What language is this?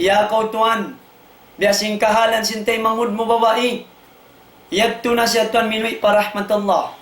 Tausug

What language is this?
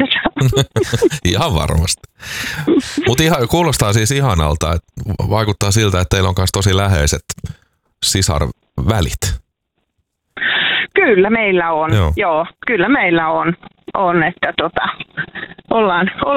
Finnish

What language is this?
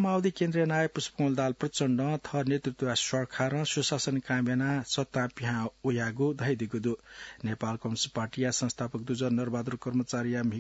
Newari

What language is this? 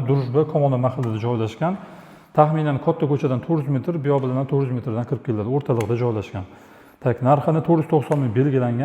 Uzbek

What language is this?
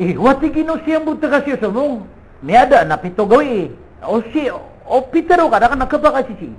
Maranao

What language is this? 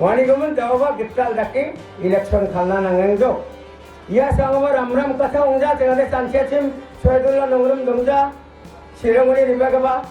Garo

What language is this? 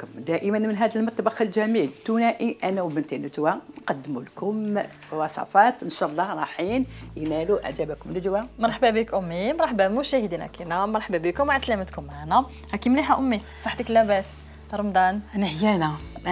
Algerian Arabic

